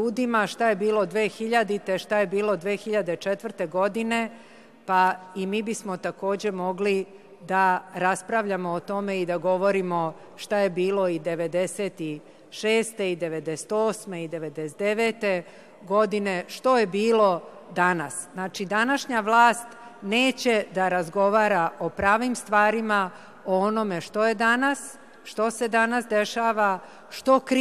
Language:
Serbian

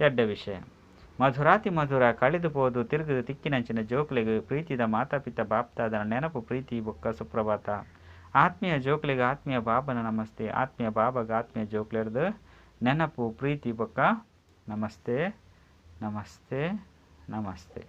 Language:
Tulu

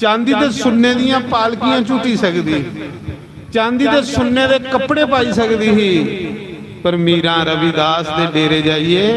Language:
Dogri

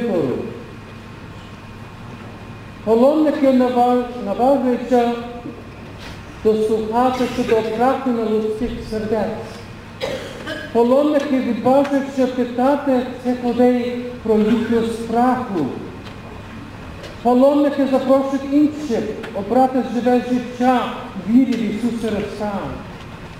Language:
Ukrainian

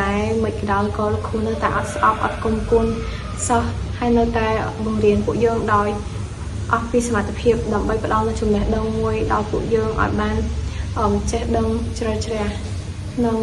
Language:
Khmer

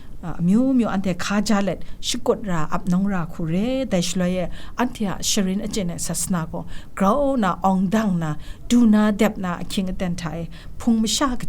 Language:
Kachin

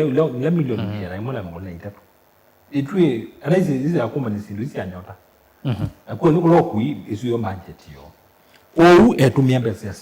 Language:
Kamba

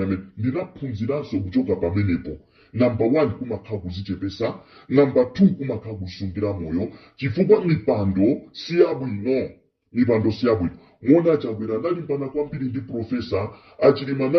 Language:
Nyanja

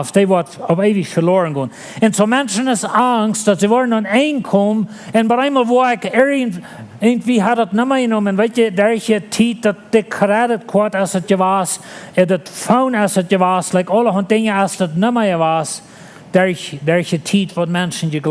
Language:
Plautdietsch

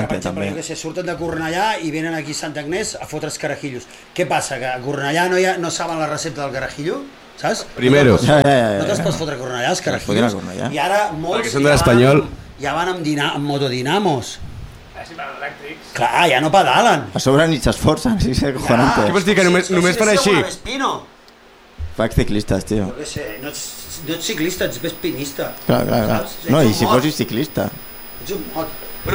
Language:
Catalan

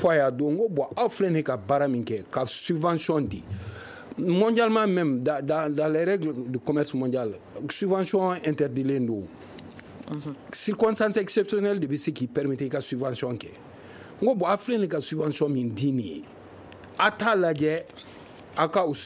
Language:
Bambara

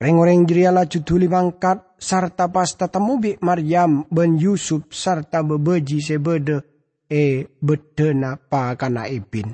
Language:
Madurese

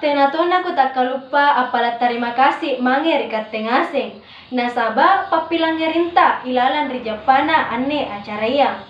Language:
Makasar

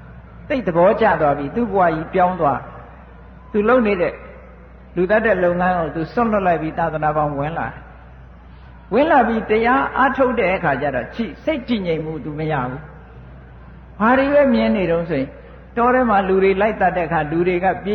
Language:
Burmese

